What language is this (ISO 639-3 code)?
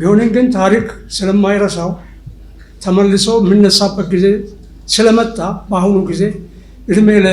amh